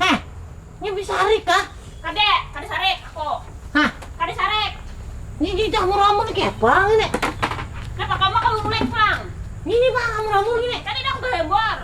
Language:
Banjar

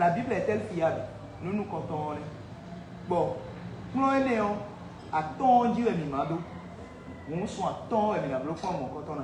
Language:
Fon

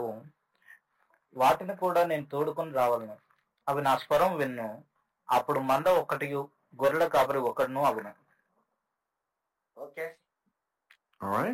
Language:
Telugu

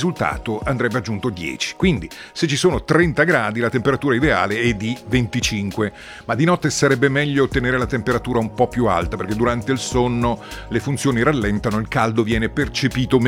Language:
Italian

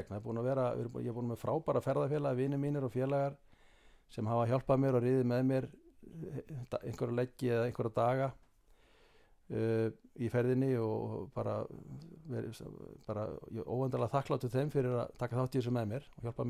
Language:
Icelandic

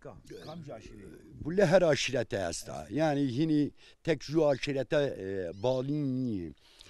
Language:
Zaza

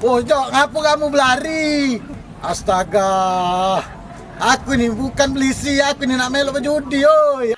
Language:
Musi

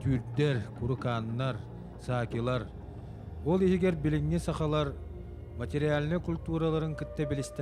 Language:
Yakut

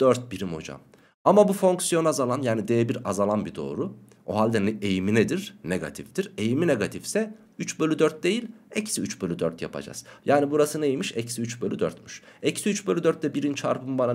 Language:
Turkish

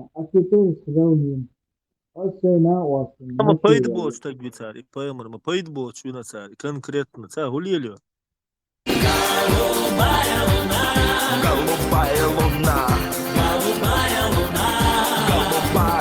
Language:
Chechen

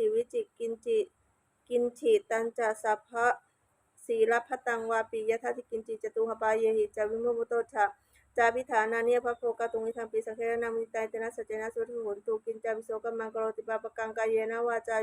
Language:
Pali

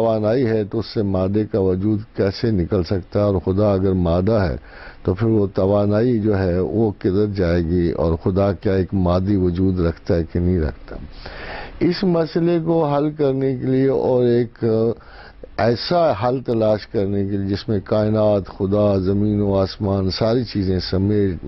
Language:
Urdu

